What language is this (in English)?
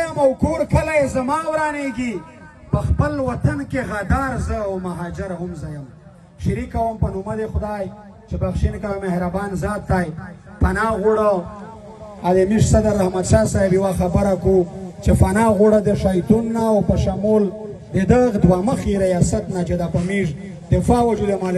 Pashto